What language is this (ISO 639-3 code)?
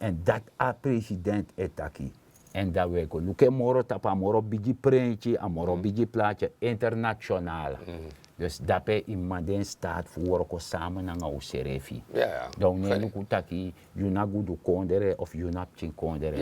srn